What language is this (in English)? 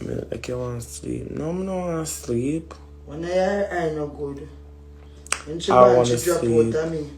Jamaican Creole English